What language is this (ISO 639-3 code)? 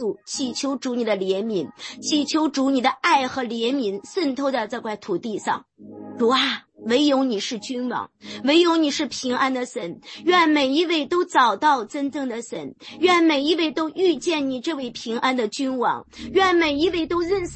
zho